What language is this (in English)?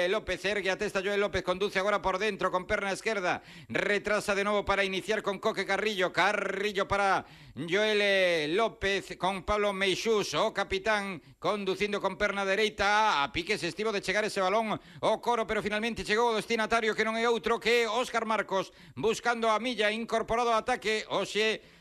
Galician